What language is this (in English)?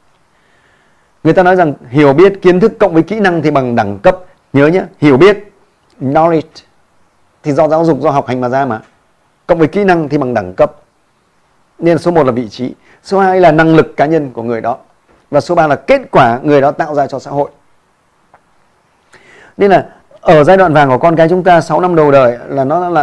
Vietnamese